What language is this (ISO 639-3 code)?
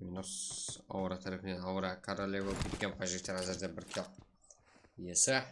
kaa